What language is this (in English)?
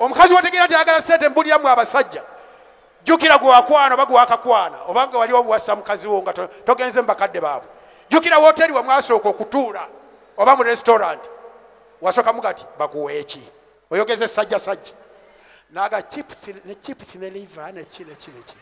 Ganda